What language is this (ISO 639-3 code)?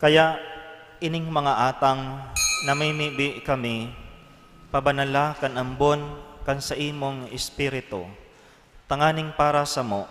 bik